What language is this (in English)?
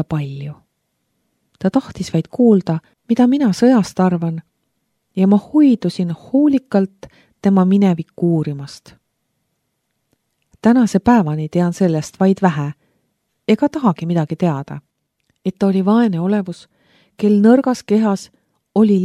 Estonian